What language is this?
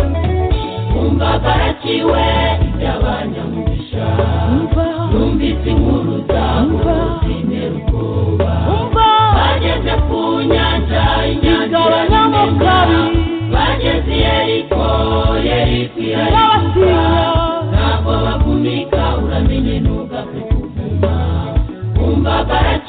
Kinyarwanda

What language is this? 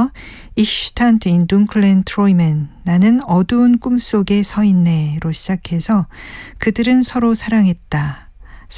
Korean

